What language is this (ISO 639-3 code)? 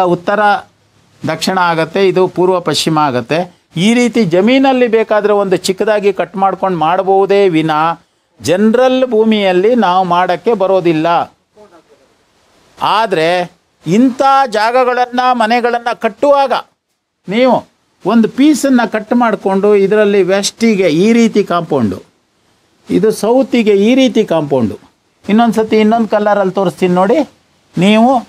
kan